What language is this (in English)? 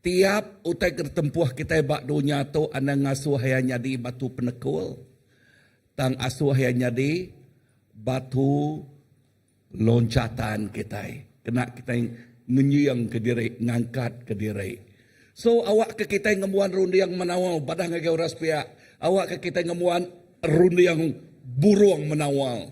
Iban